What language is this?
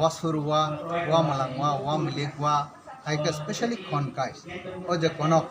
Kok Borok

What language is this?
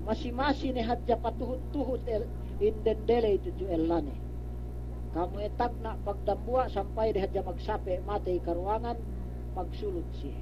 Yakan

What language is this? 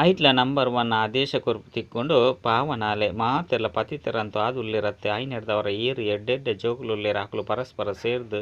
Tulu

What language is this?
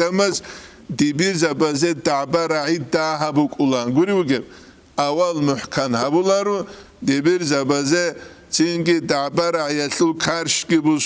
Avaric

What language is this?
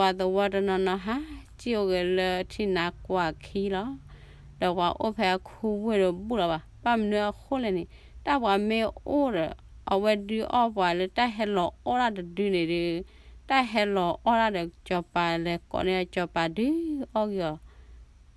S'gaw Karen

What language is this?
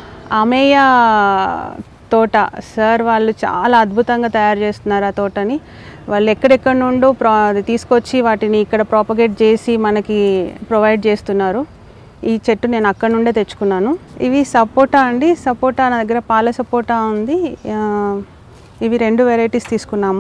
Telugu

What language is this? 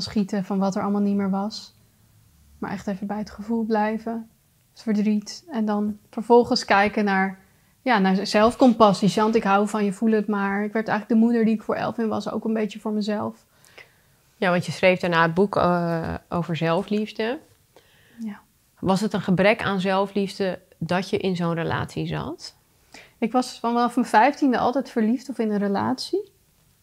Dutch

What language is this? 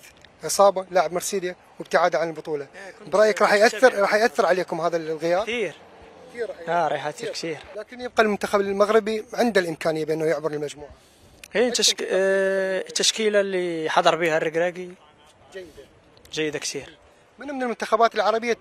Mesopotamian Arabic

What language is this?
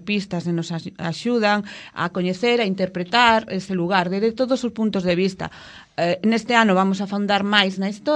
Galician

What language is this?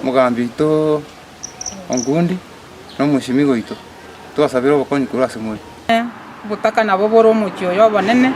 Gusii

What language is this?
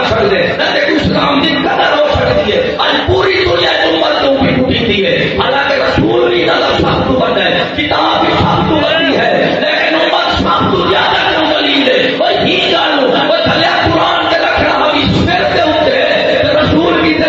Saraiki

